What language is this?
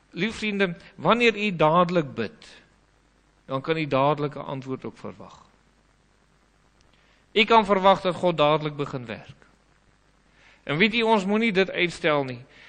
Afrikaans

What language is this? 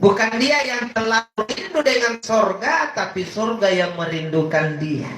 Makasar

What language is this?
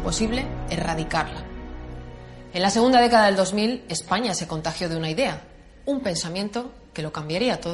Spanish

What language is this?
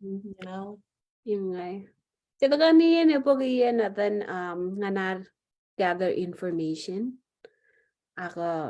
Marshallese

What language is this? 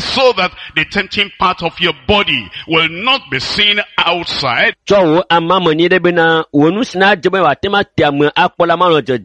Ewe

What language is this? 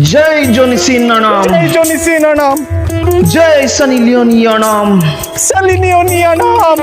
Karbi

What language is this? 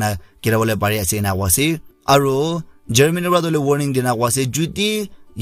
Naga Pidgin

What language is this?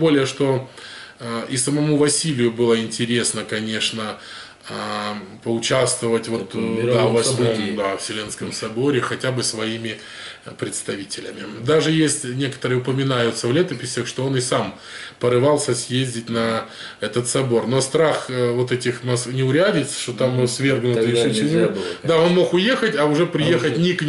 Russian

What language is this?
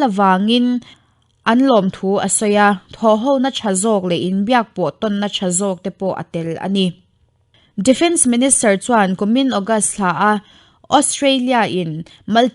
Mizo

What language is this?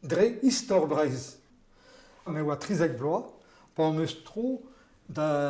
Breton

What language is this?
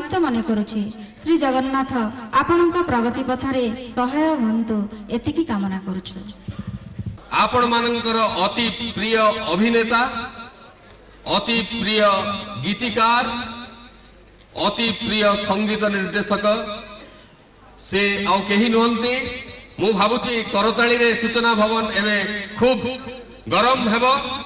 Odia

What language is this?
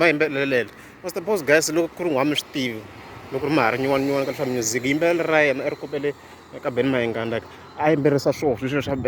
Tsonga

